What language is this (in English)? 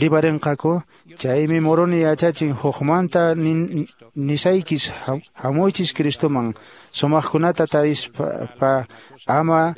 Quechua